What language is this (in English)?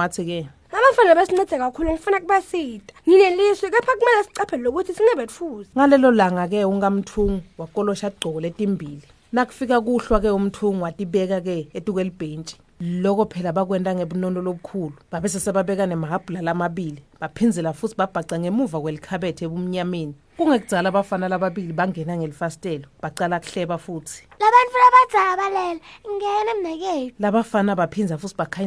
Swati